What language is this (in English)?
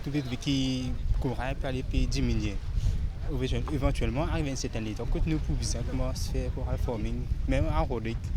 Morisyen